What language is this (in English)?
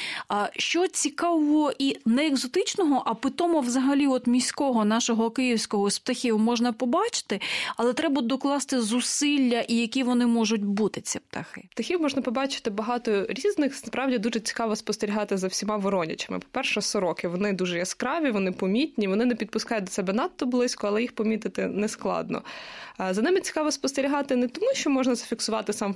Ukrainian